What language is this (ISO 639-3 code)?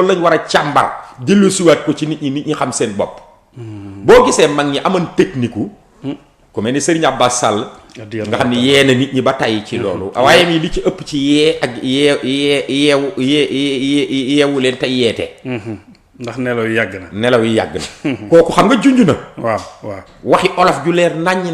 wol